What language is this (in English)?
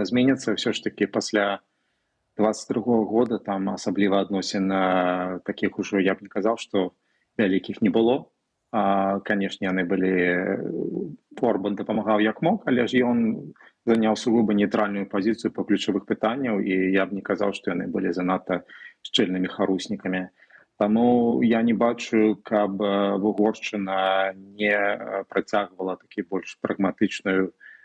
Belarusian